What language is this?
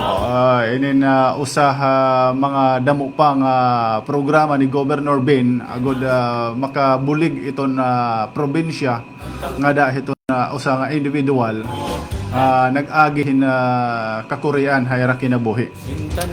Waray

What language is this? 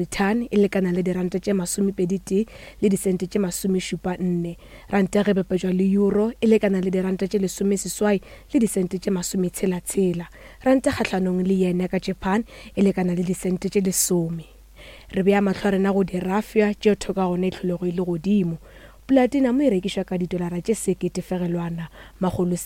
Northern Sotho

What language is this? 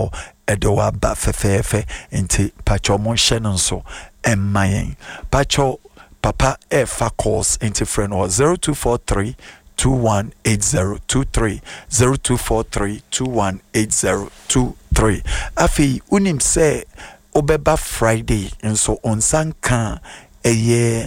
Akan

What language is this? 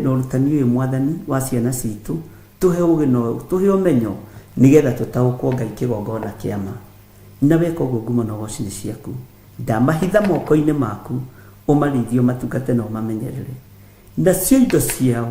Kikuyu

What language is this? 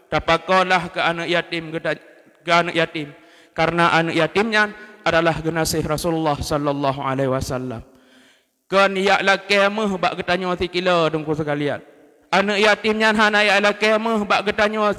Achinese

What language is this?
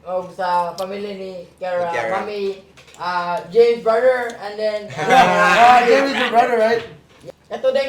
Cebuano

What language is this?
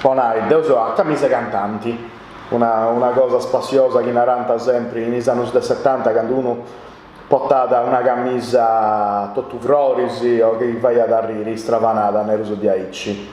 Sardinian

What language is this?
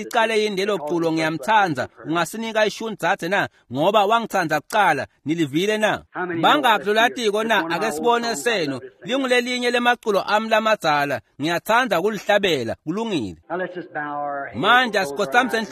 Swati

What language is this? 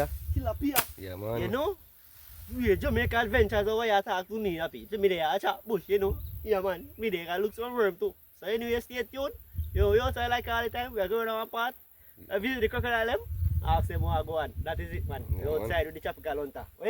Jamaican Creole English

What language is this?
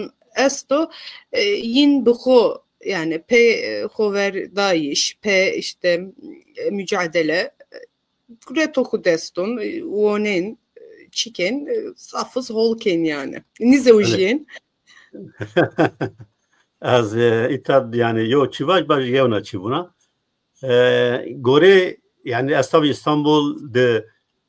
Zaza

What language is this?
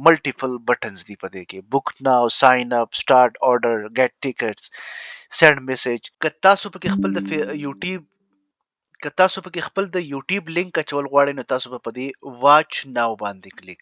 Pashto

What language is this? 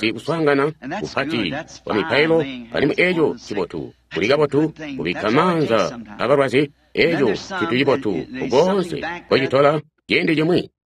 Tonga (Zambia)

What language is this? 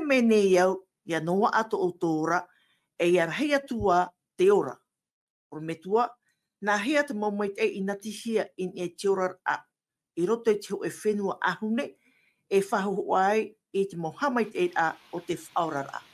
Tahitian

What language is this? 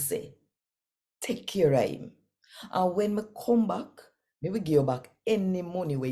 Jamaican Creole English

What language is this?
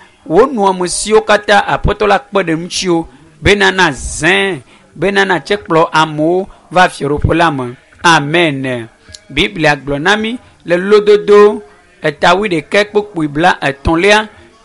Ewe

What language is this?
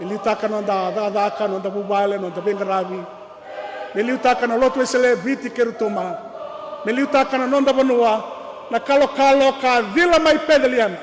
Fijian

